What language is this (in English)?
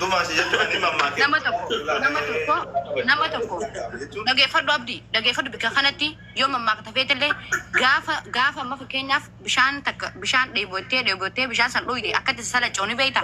Oromo